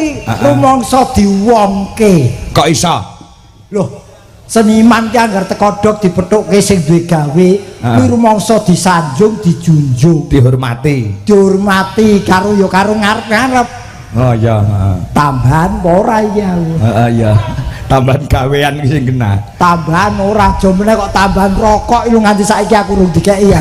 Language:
Javanese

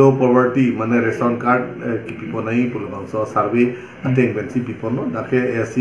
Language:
Karbi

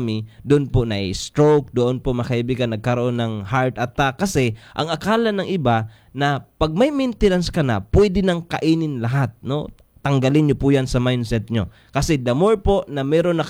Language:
Filipino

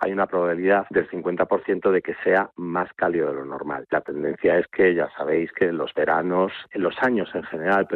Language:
Spanish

